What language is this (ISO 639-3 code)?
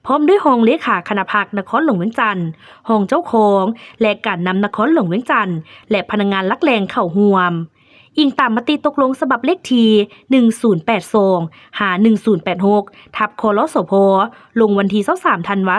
lao